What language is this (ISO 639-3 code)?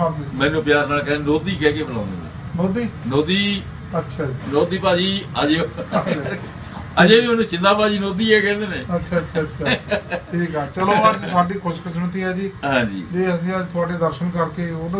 pan